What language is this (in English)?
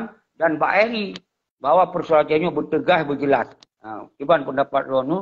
Achinese